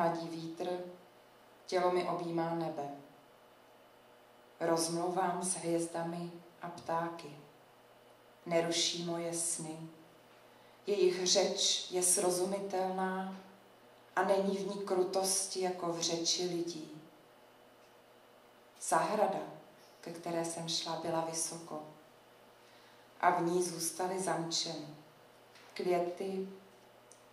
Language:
Czech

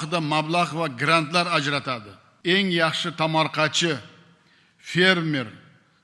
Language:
Uzbek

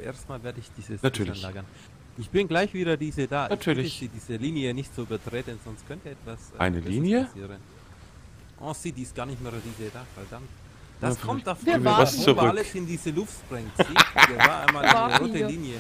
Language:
German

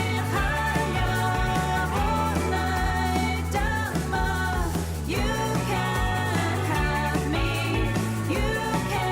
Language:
Inuktitut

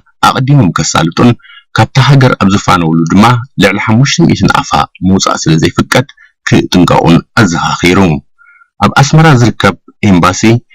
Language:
Tigrinya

